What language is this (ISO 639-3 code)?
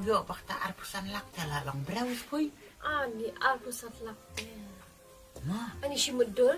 kha